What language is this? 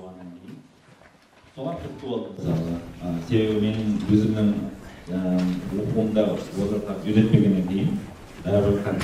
Kara-Kalpak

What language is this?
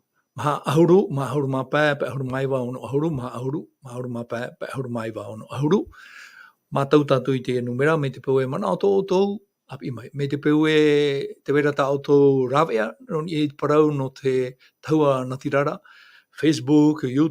Tahitian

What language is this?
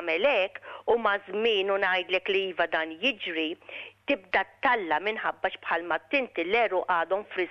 Maltese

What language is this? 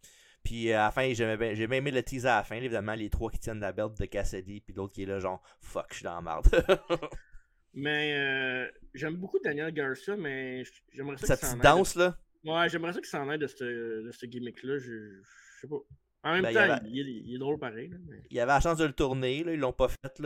French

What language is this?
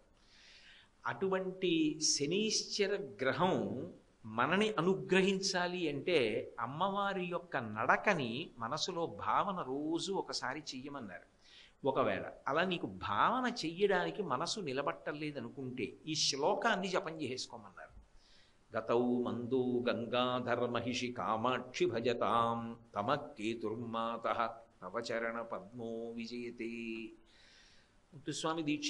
Telugu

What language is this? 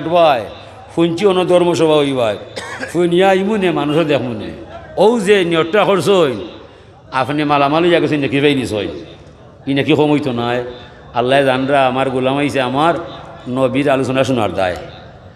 Sylheti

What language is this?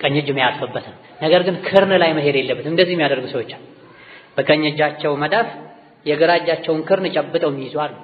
Amharic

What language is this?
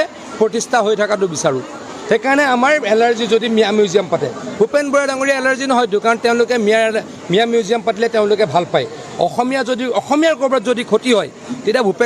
Assamese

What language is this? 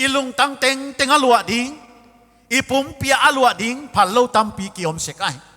Paite Chin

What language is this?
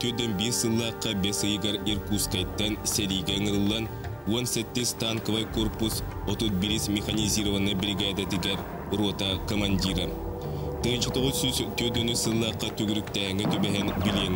Yakut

